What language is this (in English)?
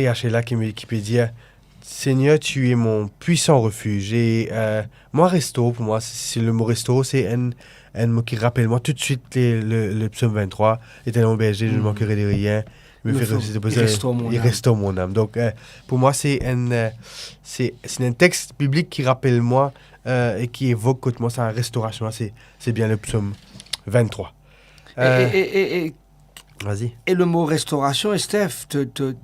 Morisyen